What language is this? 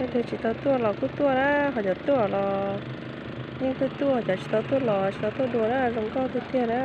Hmong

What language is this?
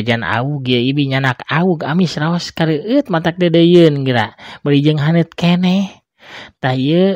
Sundanese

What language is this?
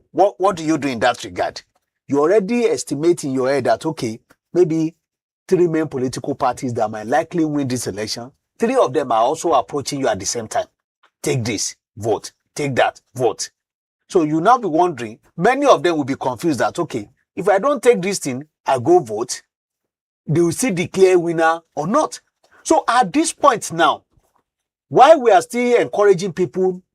Nigerian Pidgin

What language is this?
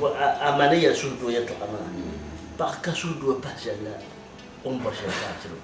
Dagbani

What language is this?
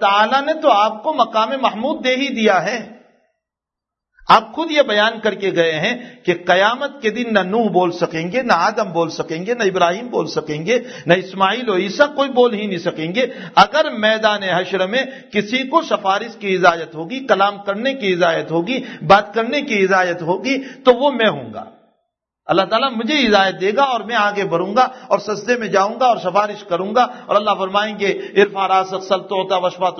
Urdu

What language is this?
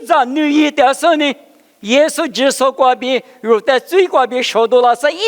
Lisu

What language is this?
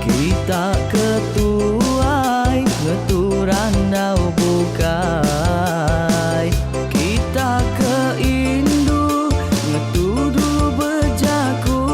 Iban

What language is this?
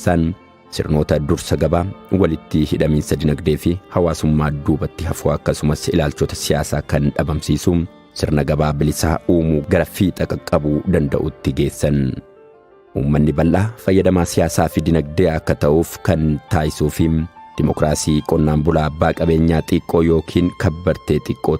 Oromo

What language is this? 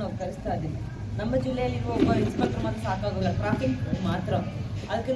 Kannada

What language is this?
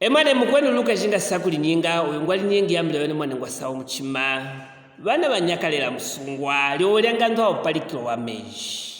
Luvale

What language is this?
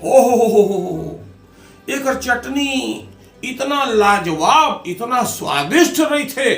Chhattisgarhi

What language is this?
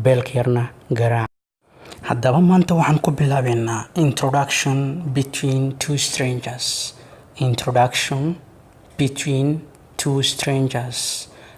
Somali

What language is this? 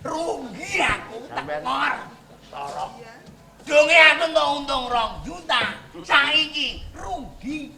Javanese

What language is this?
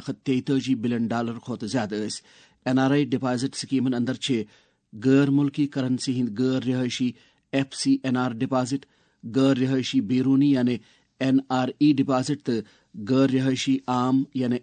Kashmiri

